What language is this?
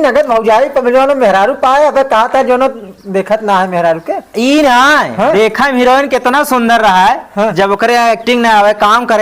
Awadhi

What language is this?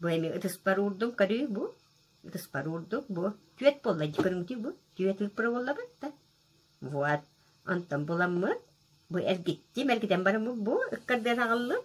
Yakut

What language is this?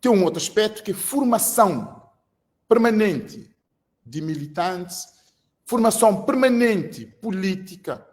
Kabuverdianu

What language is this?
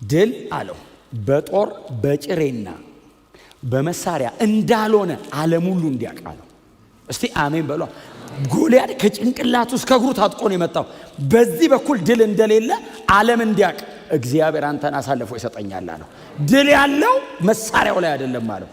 Amharic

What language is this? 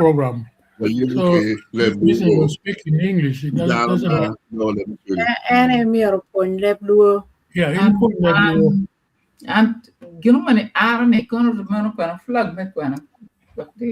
Acoli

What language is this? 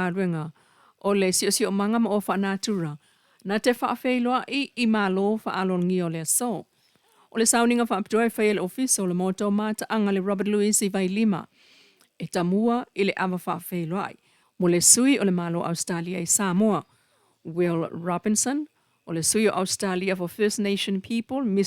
Samoan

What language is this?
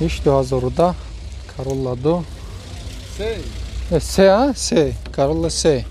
Tajik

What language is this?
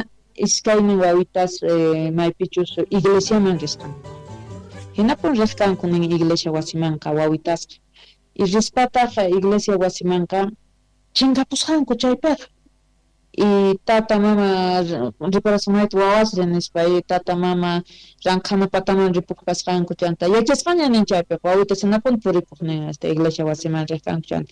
South Bolivian Quechua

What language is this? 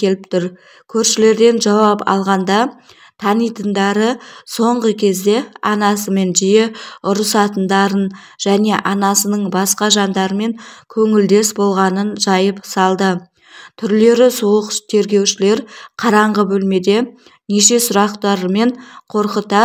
Kazakh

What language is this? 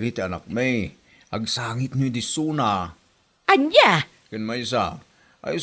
Iloko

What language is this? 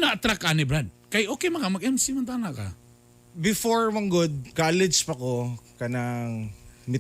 Cebuano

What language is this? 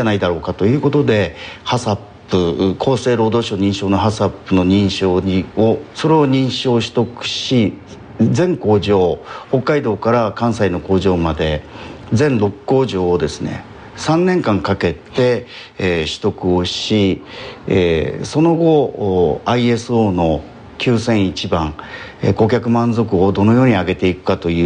Japanese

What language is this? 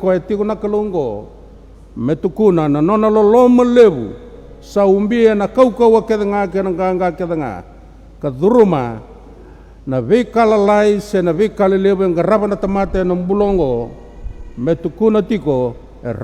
Fijian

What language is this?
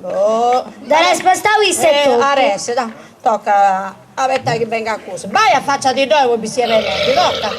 Sardinian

